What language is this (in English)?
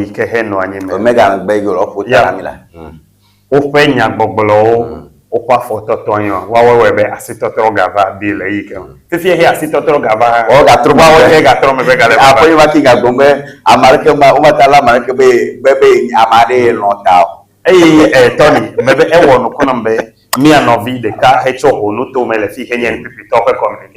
Ewe